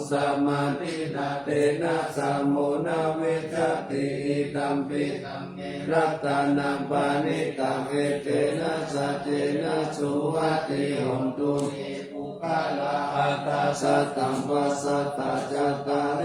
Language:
Pali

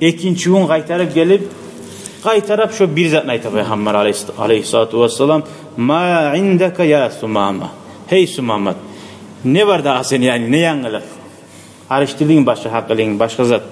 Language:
Kumyk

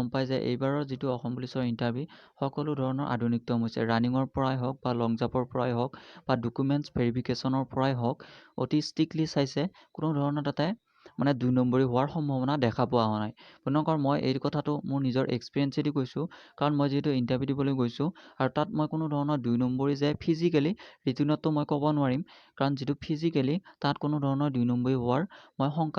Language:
Assamese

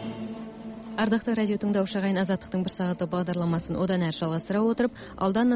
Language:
Kazakh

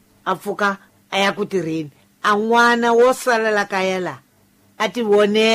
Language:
Tsonga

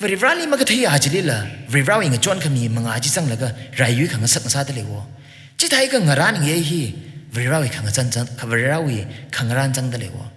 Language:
Tangkhul Naga (India)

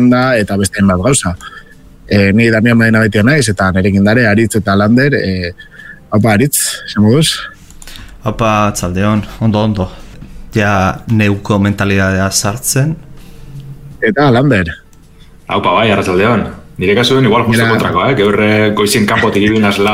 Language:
Basque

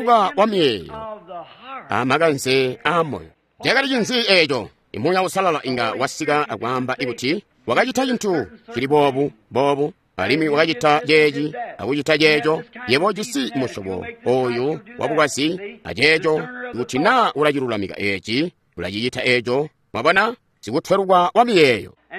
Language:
Tonga (Zambia)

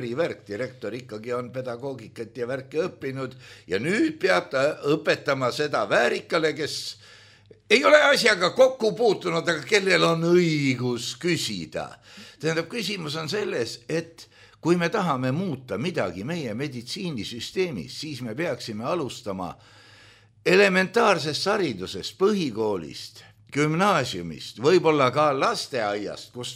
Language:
Estonian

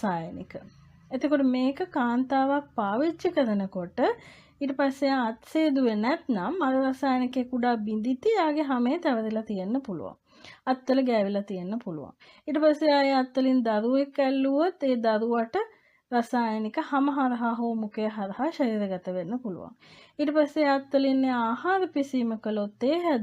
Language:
Sinhala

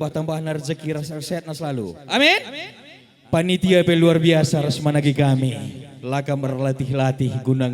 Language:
Batak Karo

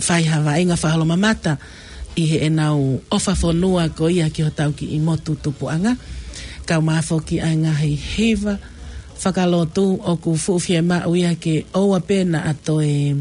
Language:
Tongan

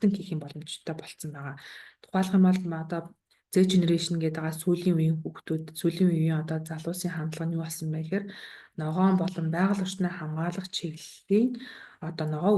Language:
Mongolian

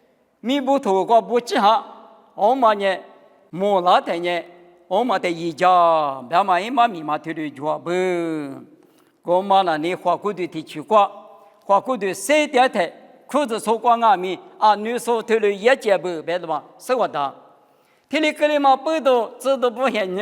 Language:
Lisu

